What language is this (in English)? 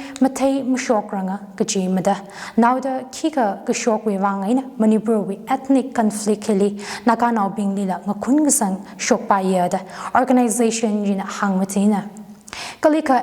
Tangkhul Naga (India)